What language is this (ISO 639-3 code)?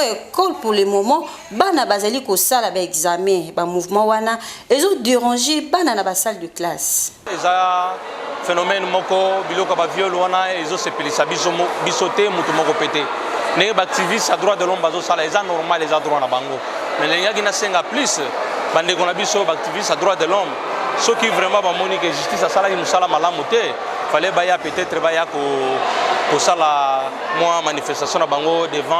lin